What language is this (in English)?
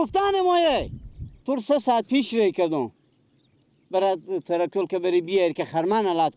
Persian